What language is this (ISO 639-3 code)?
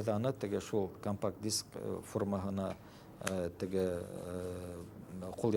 bak